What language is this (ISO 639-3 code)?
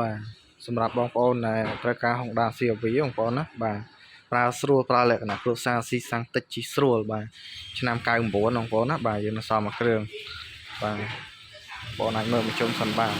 khm